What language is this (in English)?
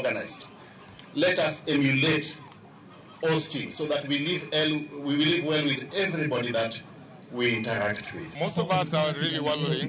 Luo (Kenya and Tanzania)